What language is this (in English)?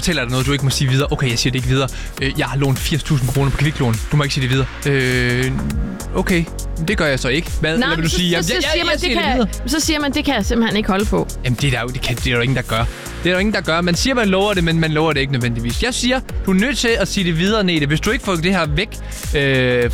Danish